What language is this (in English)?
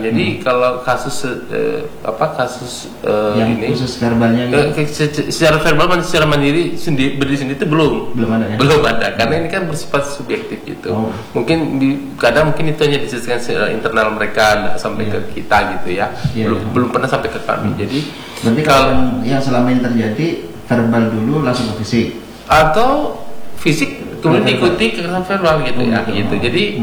Indonesian